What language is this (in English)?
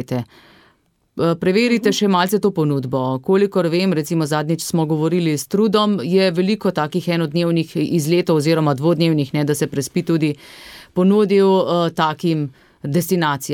Slovenian